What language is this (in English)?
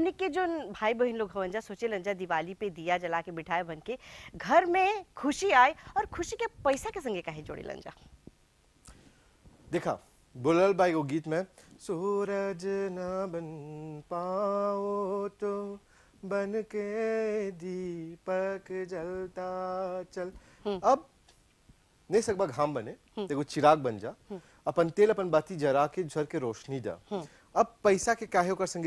Bhojpuri